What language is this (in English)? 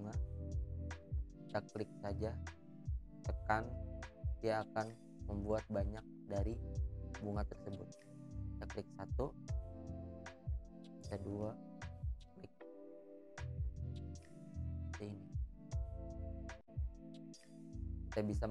Indonesian